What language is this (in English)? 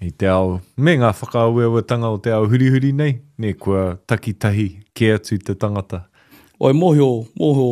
Māori